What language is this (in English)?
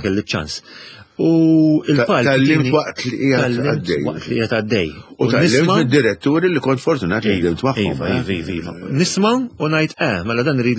Maltese